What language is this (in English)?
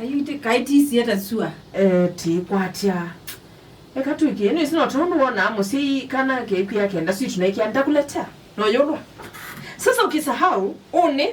Kamba